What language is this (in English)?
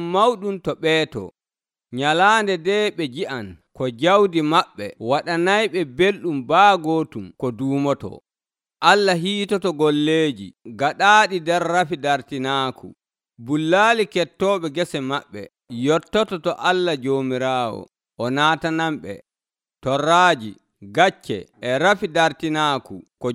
Nigerian Fulfulde